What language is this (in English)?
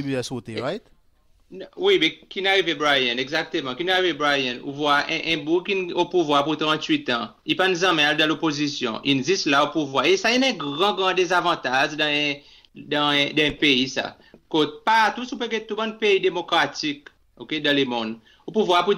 Seselwa Creole French